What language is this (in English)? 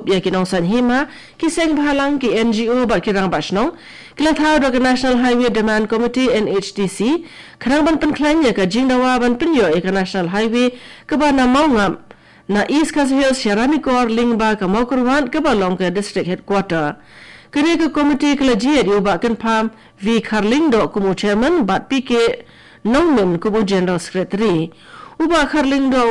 Khasi